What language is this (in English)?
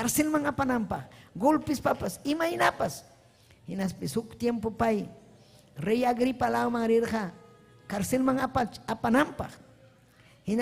Ayacucho Quechua